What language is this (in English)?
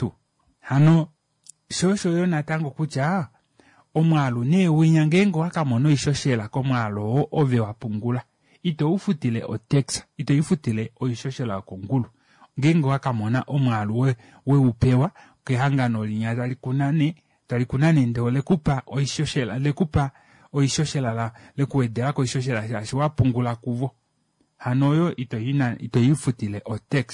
Kuanyama